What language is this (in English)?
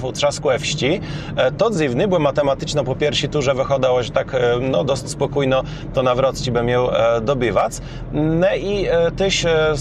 Kashubian